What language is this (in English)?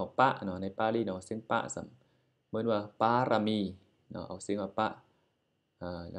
Shan